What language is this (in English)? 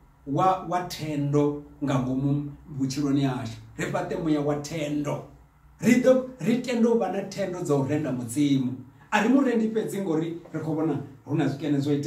Venda